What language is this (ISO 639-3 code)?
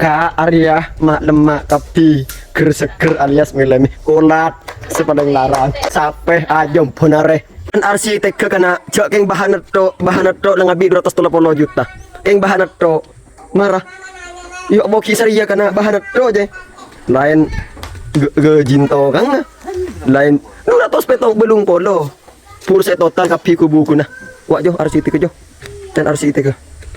mad